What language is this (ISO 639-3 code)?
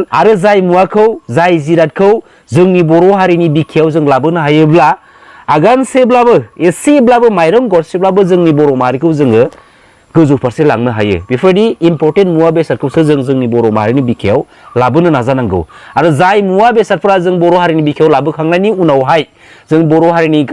brx